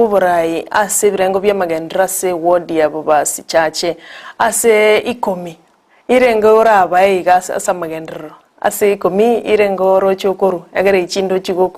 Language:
Gusii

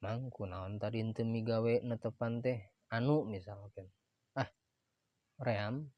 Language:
Sundanese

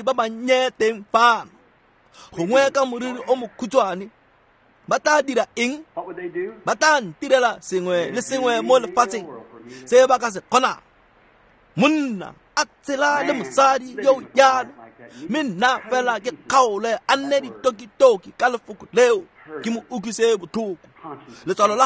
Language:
Tswana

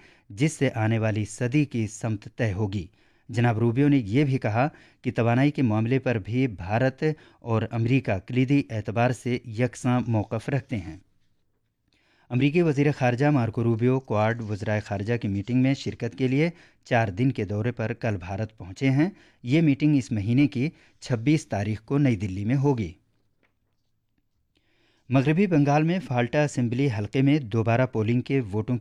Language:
Urdu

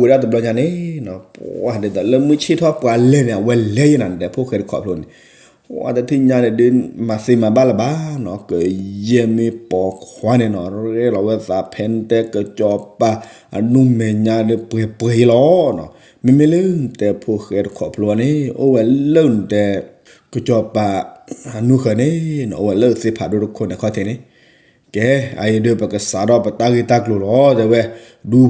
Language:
S'gaw Karen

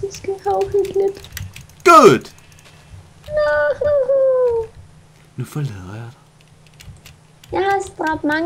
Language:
Danish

